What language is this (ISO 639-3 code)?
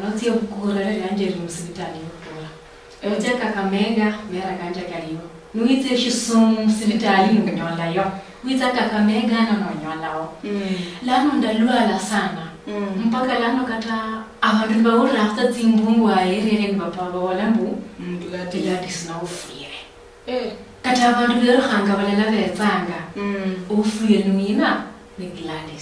luy